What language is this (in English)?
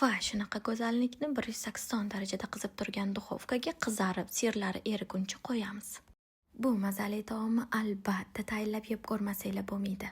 Uzbek